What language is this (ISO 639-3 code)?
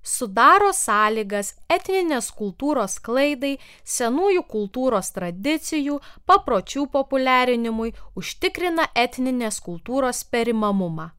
lit